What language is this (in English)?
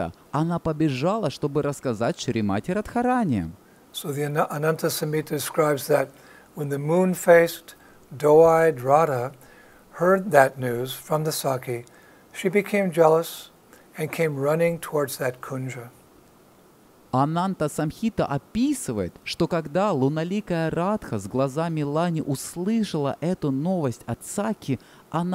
Russian